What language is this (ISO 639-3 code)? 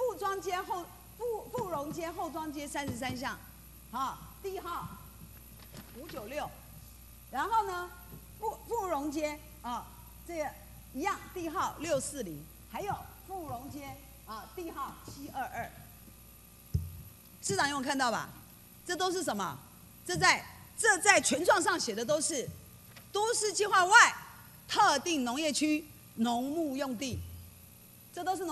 zho